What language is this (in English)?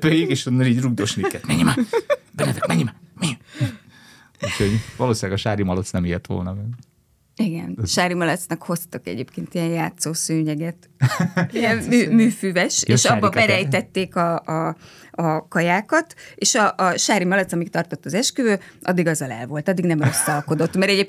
Hungarian